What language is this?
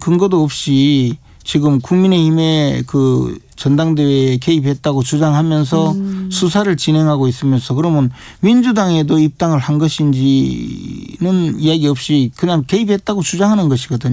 Korean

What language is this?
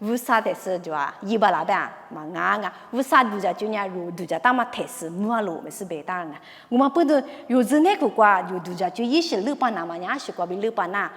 Lisu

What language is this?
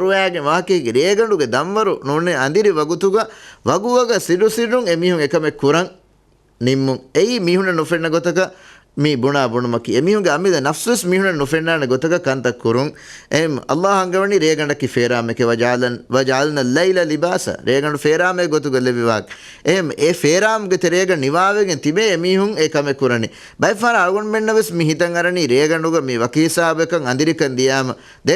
Divehi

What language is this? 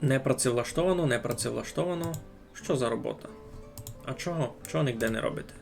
Rusyn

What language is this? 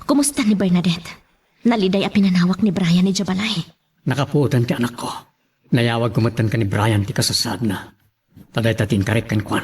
Iloko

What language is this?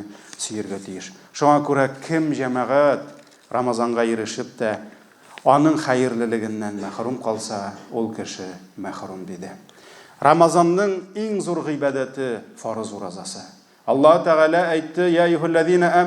Tatar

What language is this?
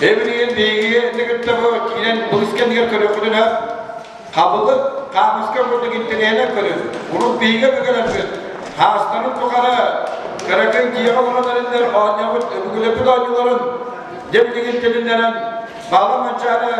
Yakut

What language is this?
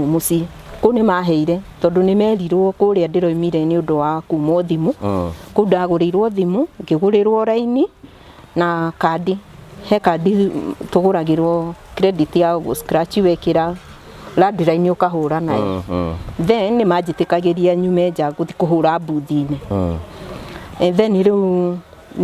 Kikuyu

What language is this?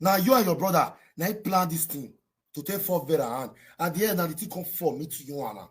Nigerian Pidgin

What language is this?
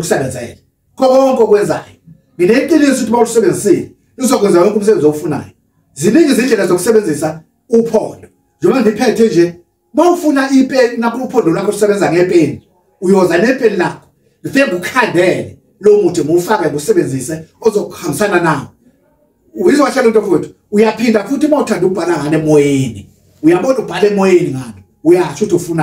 Zulu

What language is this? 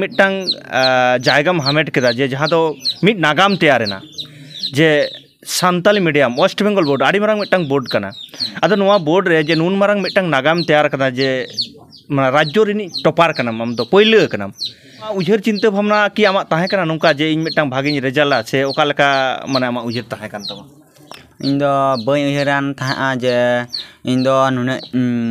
Santali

